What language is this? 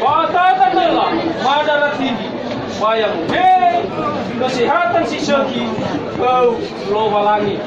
Nias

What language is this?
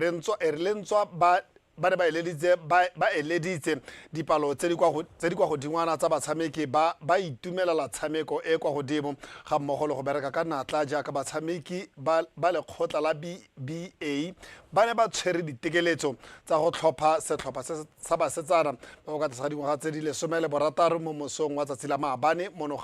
Tswana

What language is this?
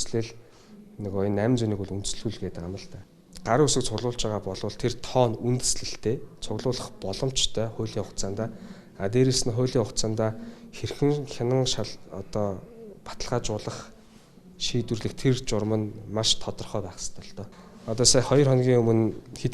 Mongolian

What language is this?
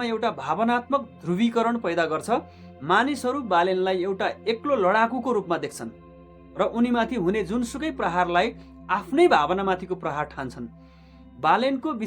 Nepali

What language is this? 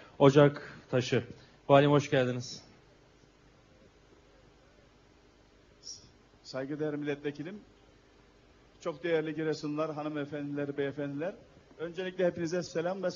Turkish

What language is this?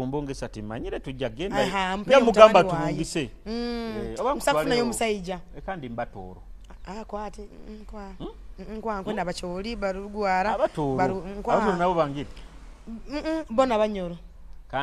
Nyoro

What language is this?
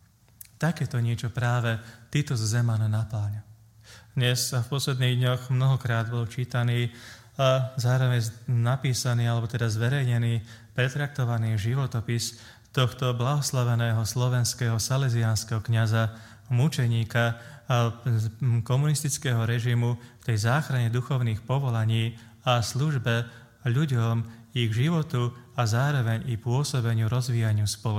Slovak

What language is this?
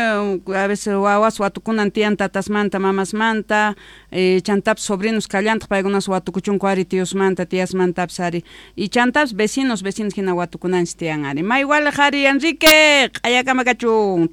South Bolivian Quechua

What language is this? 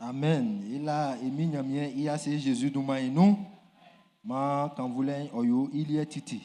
Baoulé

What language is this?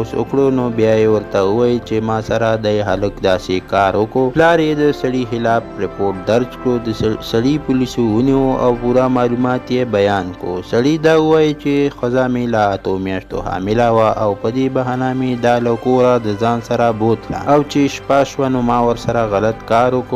Pashto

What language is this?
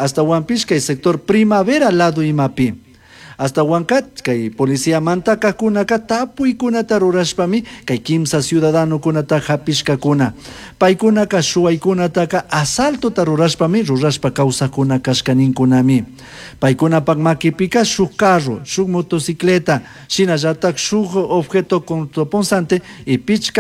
Chimborazo Highland Quichua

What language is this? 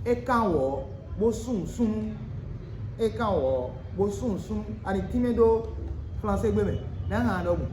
Fon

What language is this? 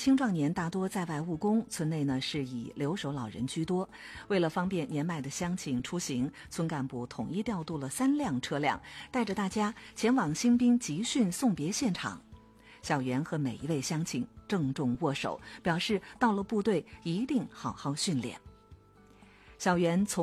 Chinese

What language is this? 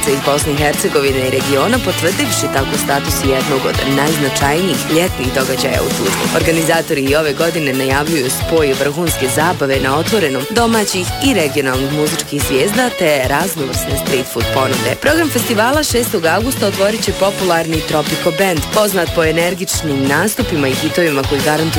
Bosnian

